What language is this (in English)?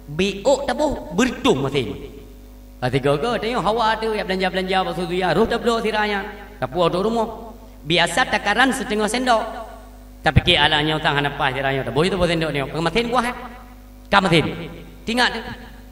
Achinese